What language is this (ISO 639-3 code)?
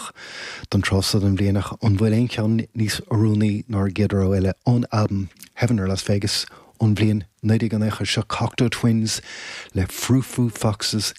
gle